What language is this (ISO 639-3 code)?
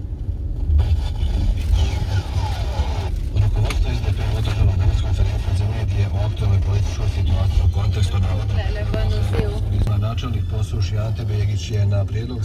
hrv